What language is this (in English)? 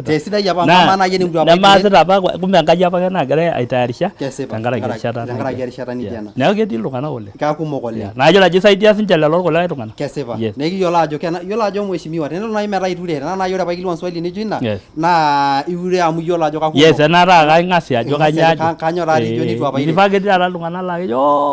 Masai